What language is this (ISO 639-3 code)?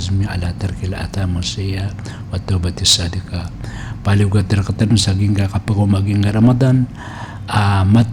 mrw